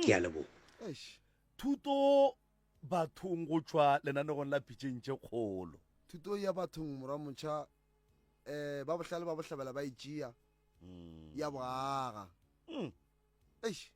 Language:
Northern Sotho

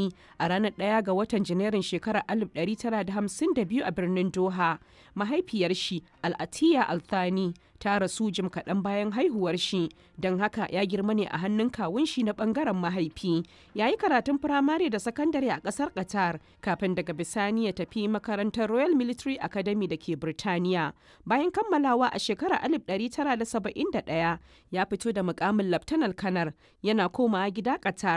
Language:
Hausa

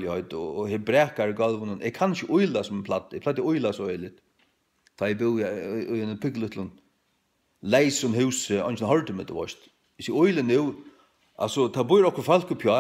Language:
Faroese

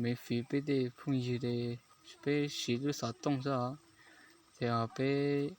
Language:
Hmong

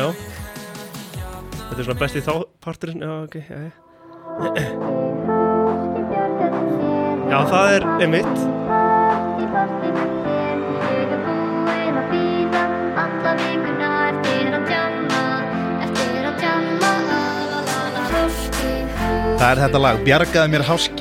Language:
Icelandic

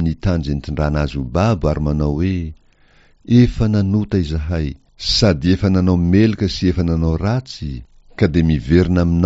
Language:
Malagasy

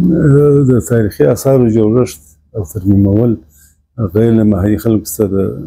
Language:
Pashto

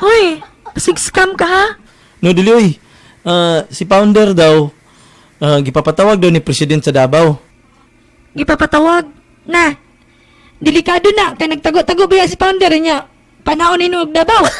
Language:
Cebuano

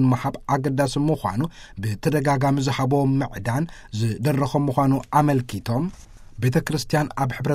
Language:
Tigrinya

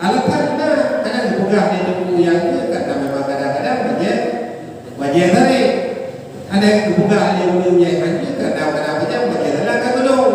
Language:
Achinese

